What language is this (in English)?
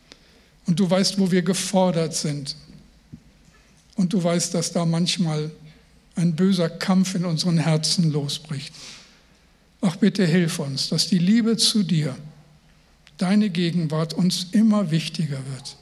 German